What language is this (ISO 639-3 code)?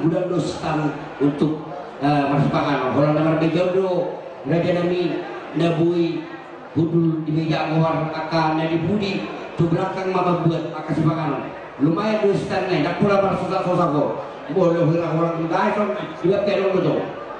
bbc